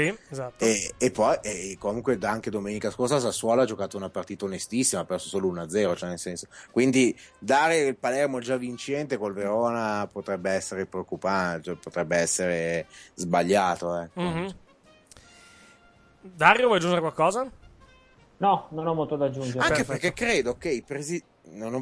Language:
Italian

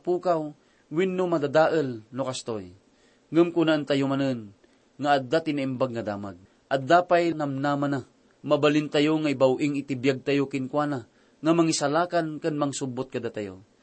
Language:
Iloko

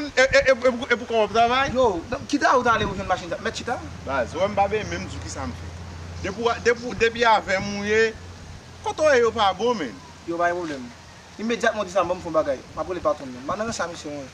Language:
Haitian Creole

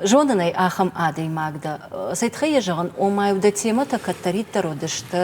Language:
Ossetic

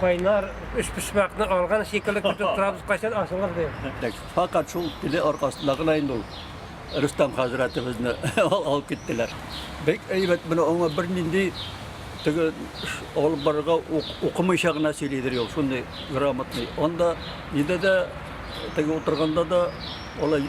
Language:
Tatar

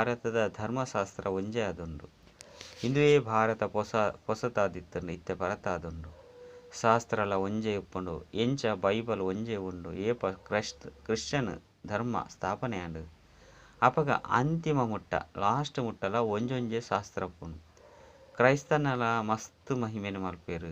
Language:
Tulu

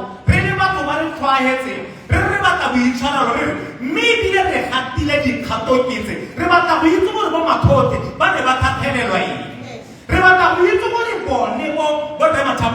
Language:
Tswana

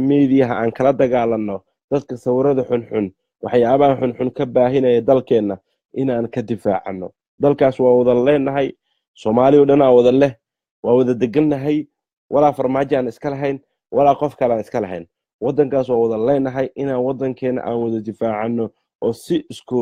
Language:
Somali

